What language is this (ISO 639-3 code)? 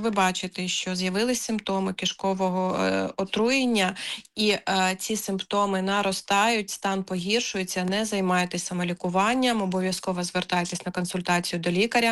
ukr